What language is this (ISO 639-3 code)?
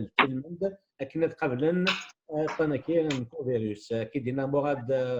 kab